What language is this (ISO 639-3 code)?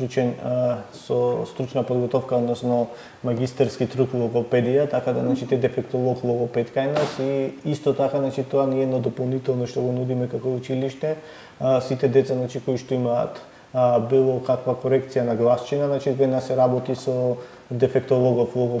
mkd